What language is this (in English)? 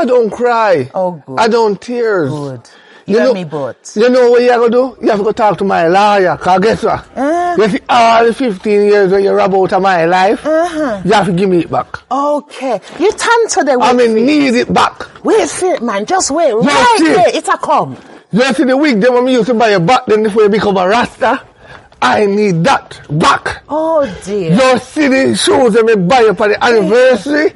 Jamaican Creole English